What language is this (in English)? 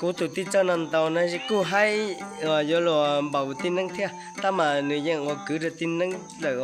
Hmong